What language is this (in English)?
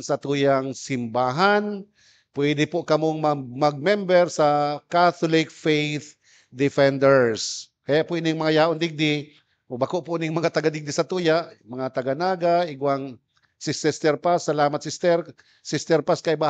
Bikol